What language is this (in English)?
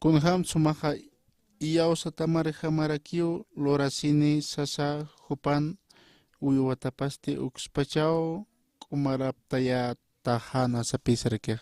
Aymara